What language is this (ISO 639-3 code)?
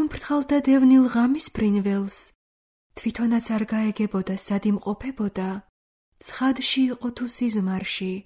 kat